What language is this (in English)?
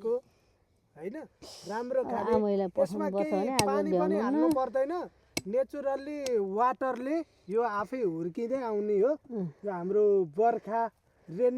Nepali